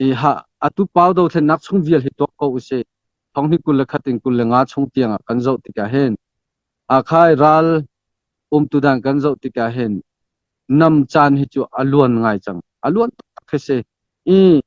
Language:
Hakha Chin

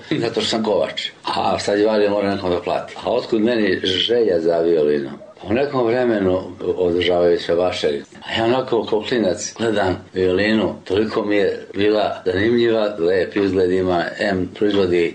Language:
Serbian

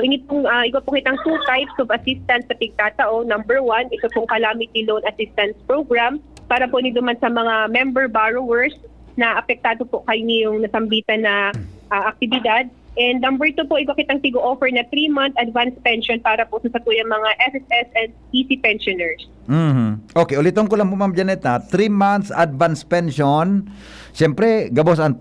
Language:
Bikol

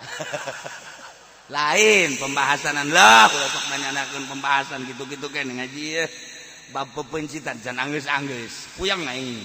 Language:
Sundanese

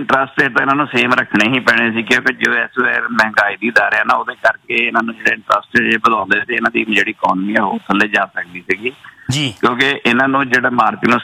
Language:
Punjabi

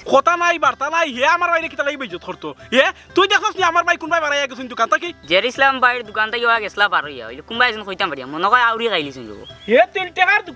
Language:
Sylheti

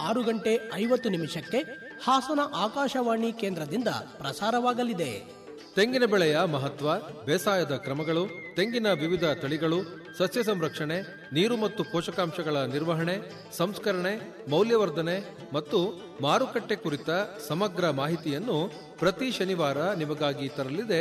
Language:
Kannada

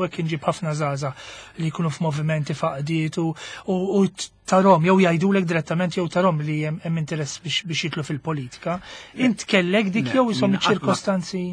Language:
Maltese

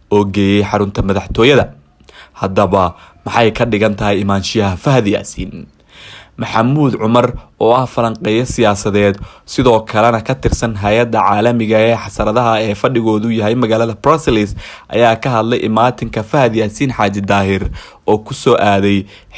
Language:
Somali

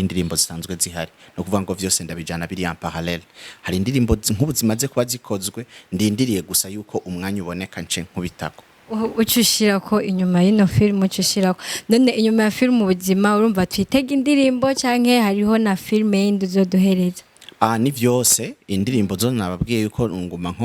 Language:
Rundi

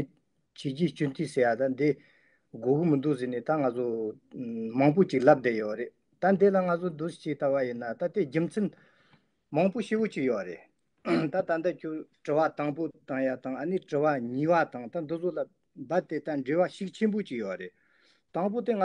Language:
Tibetan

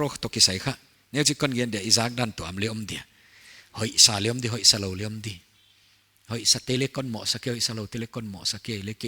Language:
Paite Chin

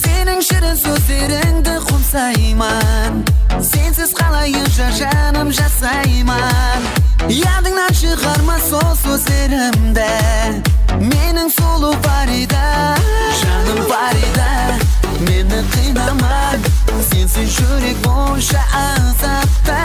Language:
Kara-Kalpak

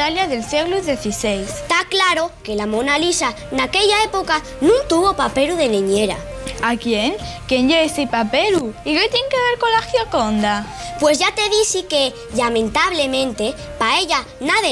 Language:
Asturian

